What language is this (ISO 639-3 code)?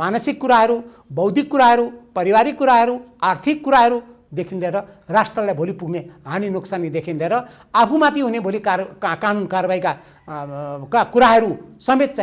nep